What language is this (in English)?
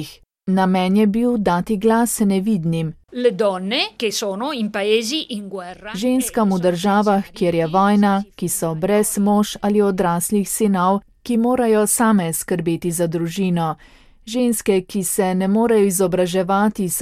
Slovenian